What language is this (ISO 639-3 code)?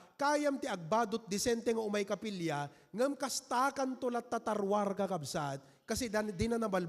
ilo